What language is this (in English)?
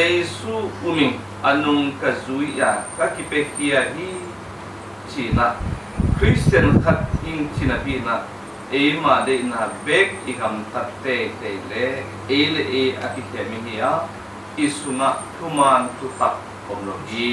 Tedim Chin